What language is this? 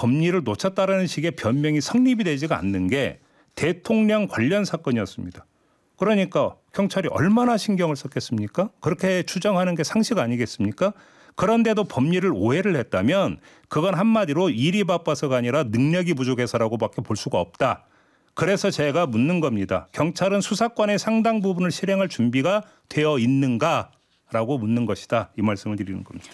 Korean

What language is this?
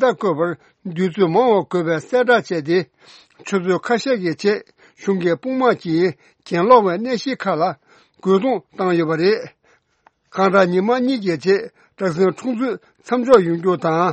Tibetan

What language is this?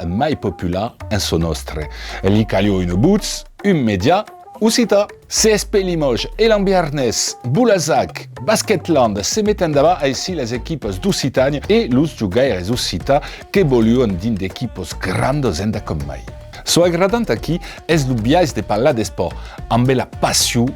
Occitan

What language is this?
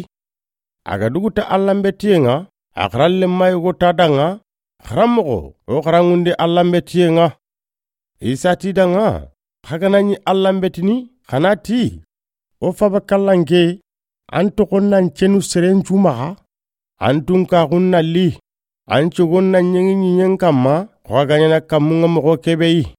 Soninke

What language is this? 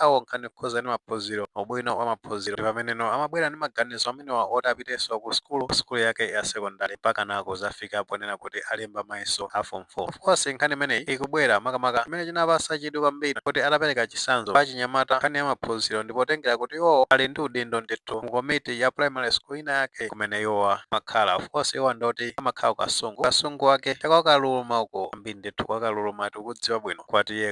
Nyanja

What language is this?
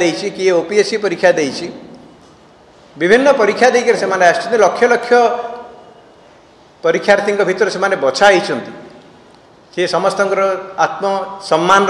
Odia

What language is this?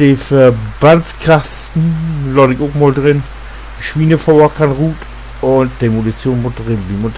Low German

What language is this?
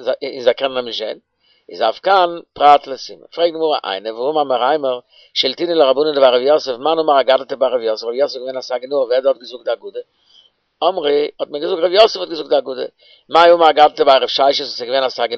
Yiddish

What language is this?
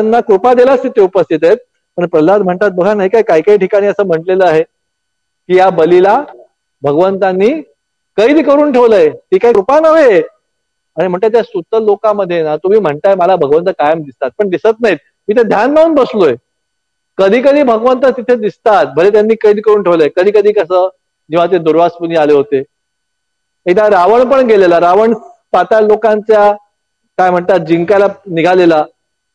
Marathi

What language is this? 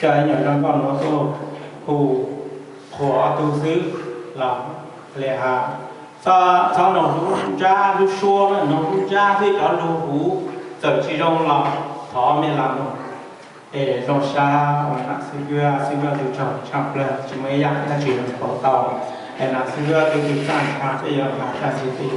Hmong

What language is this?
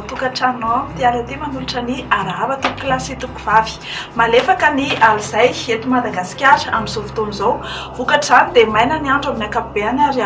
Malagasy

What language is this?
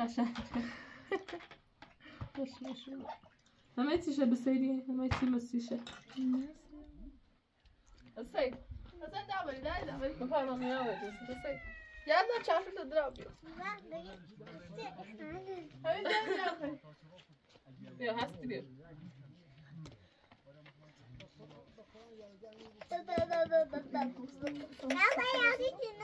Persian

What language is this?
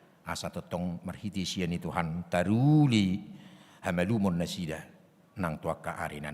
Batak Toba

